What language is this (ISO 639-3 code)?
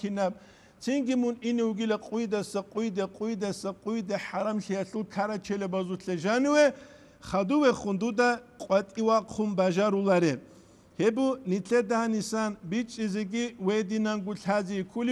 ava